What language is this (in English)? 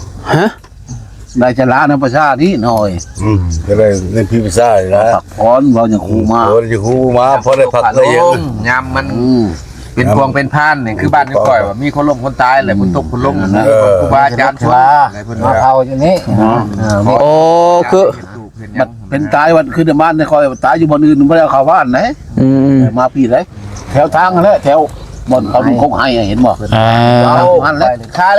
Northeastern Thai